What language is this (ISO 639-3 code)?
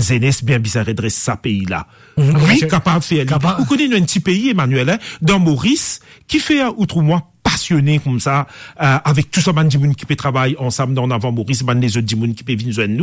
mfe